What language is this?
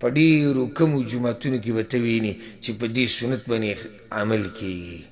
Pashto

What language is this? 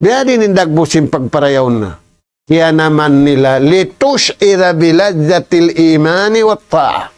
Tausug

